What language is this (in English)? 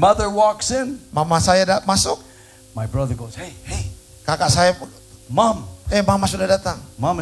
Indonesian